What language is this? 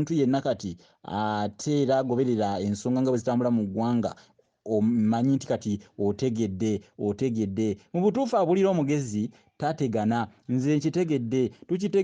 Ganda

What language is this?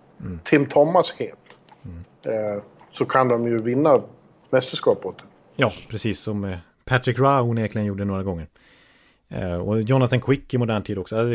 Swedish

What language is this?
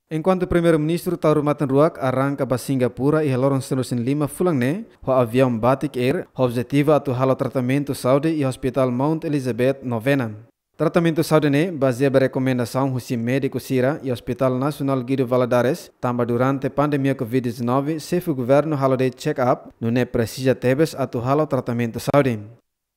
Tetum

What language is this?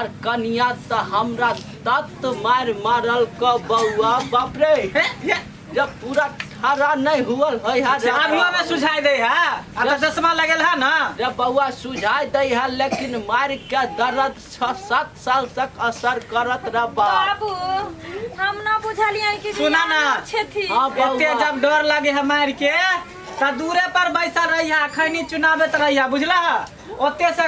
Maithili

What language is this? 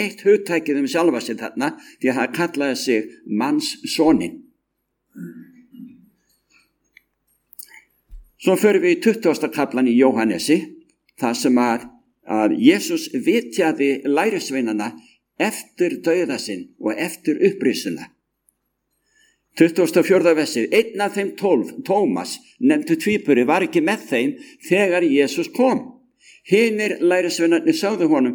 Icelandic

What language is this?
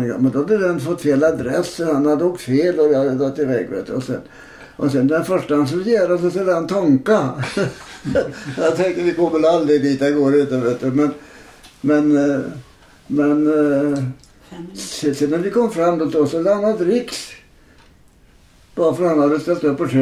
Swedish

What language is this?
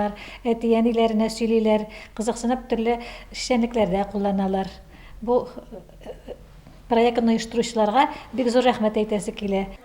Tatar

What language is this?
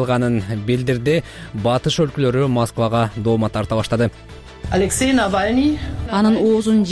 Kyrgyz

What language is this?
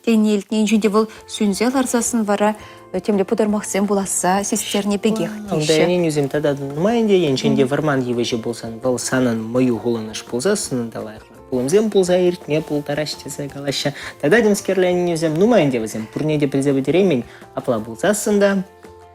Chuvash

